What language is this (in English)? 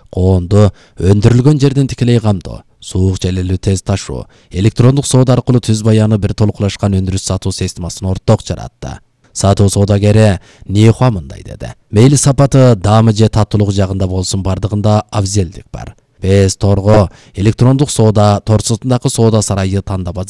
Kyrgyz